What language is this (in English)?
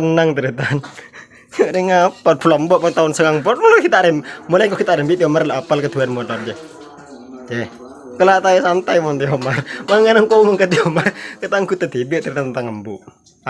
Madurese